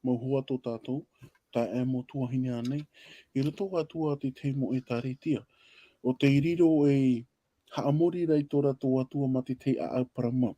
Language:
Tahitian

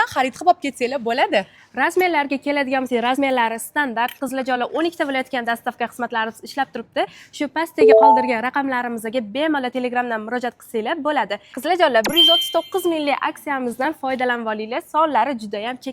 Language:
Uzbek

